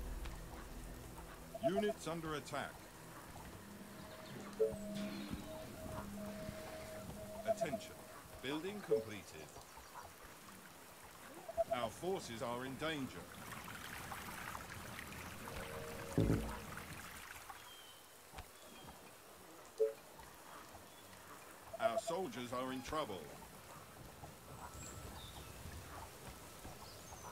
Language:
English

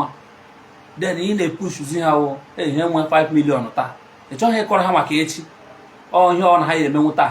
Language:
Igbo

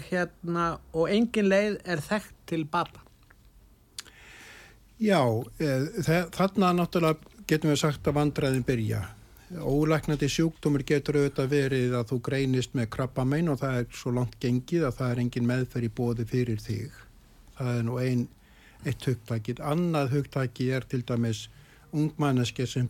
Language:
Icelandic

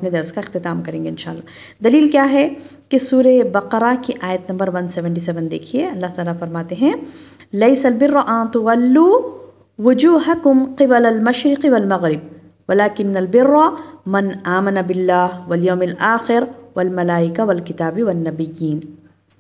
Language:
Urdu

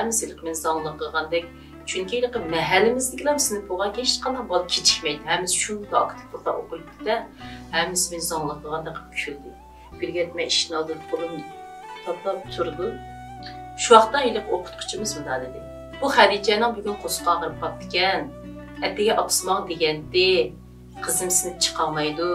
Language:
Uyghur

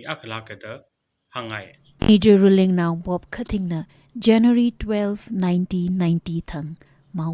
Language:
Tangkhul Naga (India)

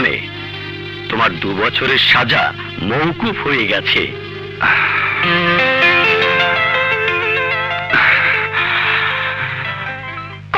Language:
Bangla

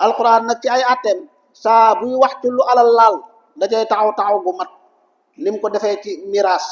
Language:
Wolof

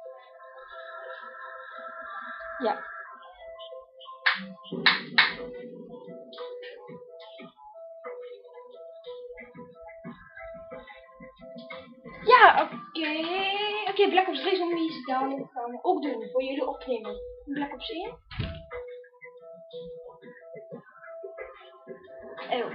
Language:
Dutch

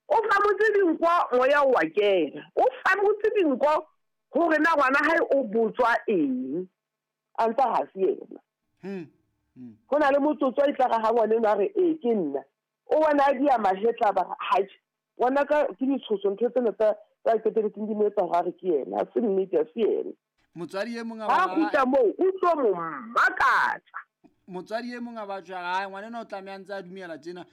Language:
Southern Sotho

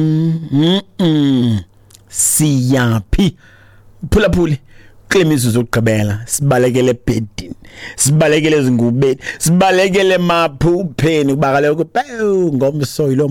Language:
Xhosa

